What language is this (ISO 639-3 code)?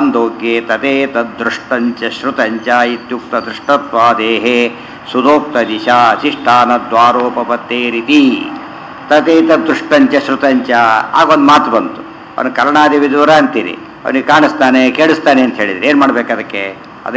kan